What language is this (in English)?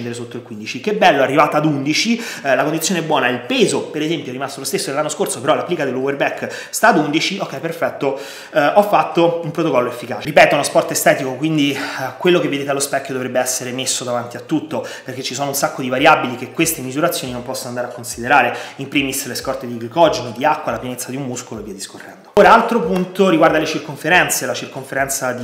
Italian